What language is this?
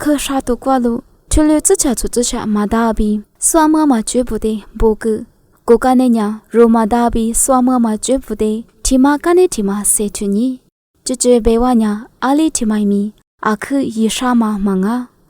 Lisu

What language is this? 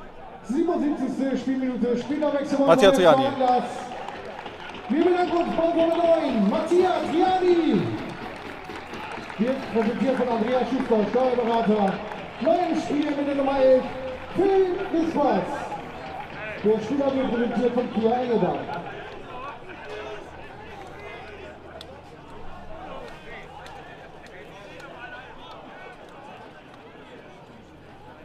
German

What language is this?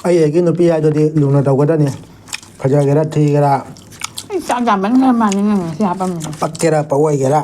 Manipuri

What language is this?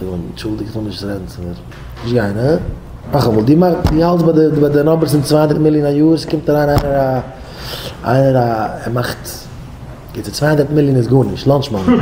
Yiddish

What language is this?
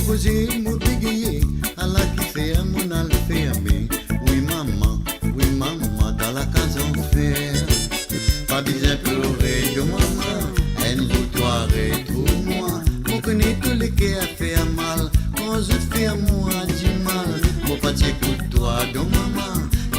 Morisyen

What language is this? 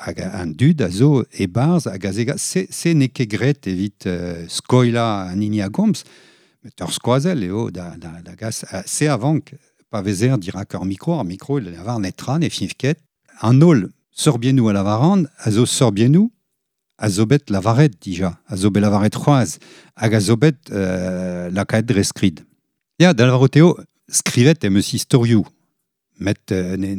Breton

